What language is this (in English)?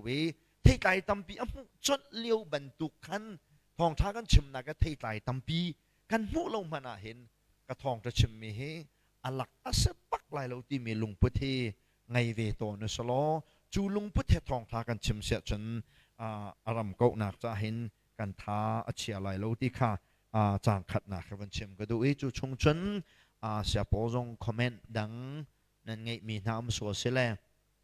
Hakha Chin